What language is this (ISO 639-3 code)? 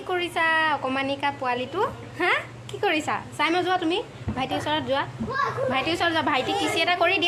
asm